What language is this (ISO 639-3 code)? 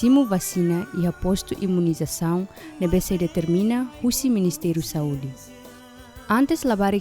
tet